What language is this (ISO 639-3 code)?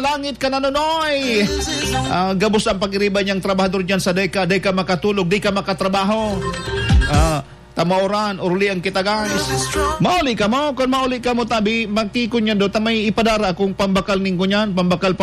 bik